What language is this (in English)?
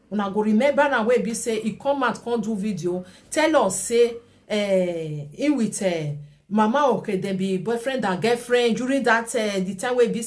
Nigerian Pidgin